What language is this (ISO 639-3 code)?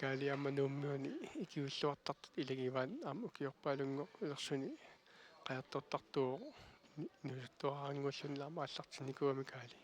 kal